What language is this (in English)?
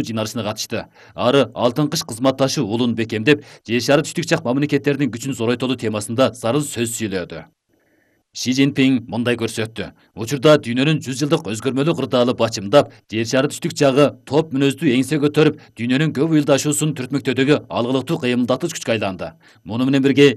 Kyrgyz